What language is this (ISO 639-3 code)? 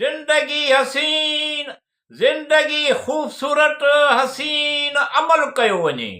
snd